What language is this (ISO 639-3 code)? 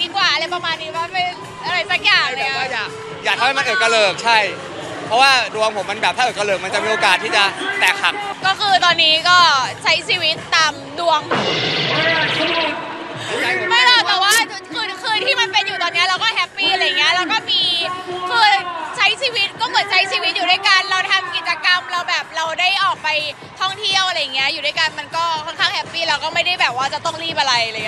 tha